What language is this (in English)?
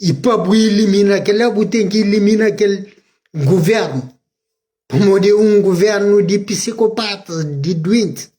Kabuverdianu